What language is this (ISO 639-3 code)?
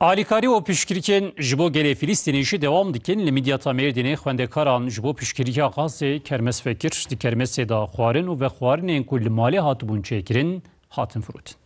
kur